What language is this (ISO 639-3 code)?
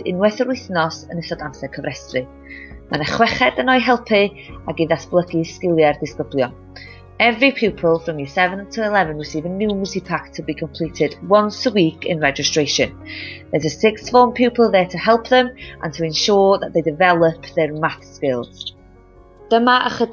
cym